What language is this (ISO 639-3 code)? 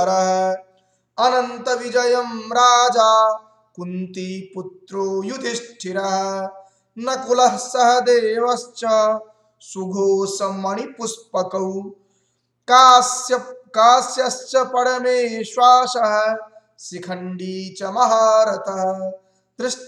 san